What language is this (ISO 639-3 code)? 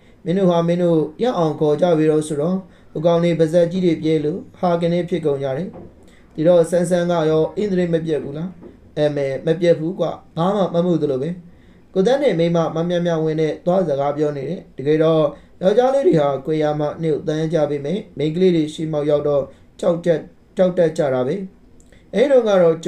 mya